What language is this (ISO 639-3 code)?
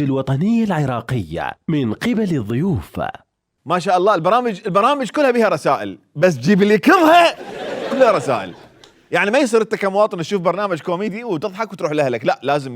acm